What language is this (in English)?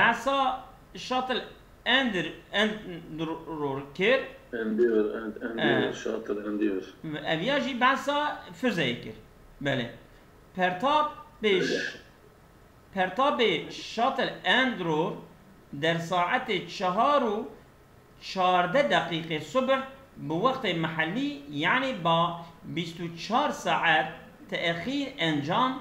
Kurdish